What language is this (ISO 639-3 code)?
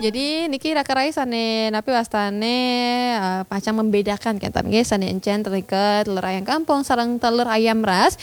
ban